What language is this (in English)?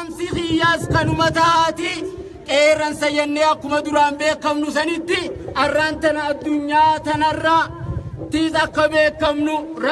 Oromo